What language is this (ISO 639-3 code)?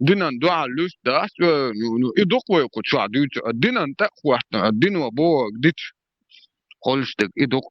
che